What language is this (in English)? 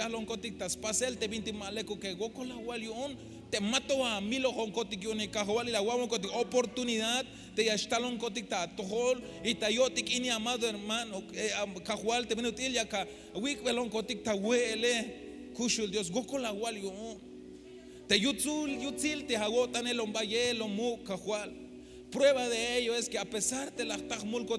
Tzeltal